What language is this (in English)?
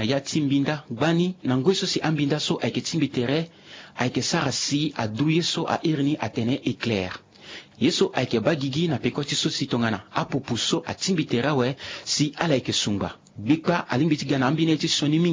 Sango